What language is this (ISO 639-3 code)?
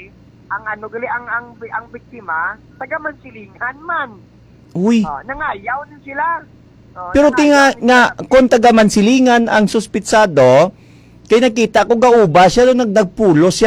hil